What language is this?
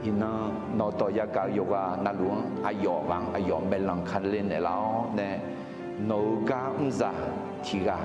Akha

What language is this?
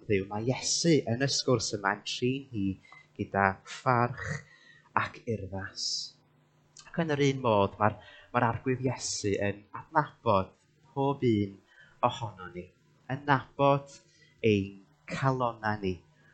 Welsh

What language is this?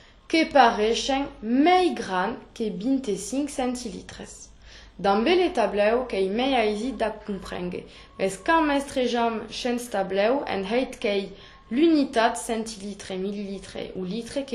Occitan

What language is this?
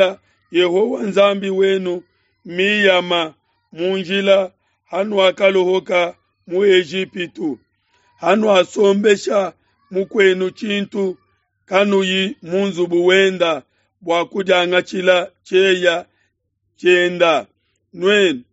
Luba-Lulua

